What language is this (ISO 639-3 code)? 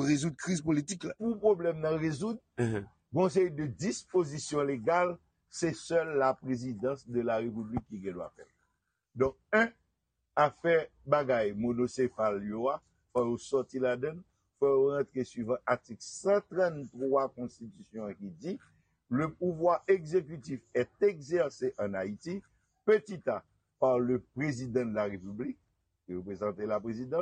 hat